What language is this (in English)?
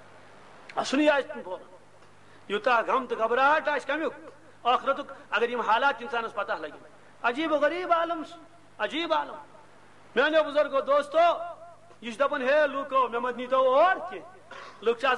Kashmiri